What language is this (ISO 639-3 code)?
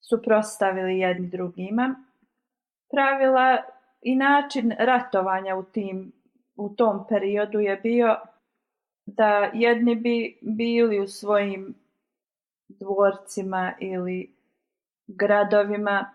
bos